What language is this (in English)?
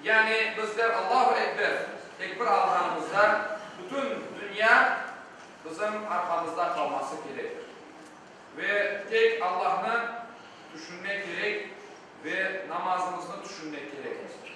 Crimean Tatar